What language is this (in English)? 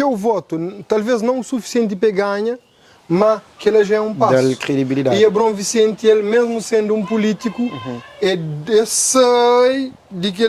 Kabuverdianu